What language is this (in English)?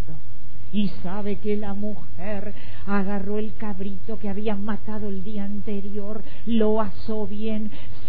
Spanish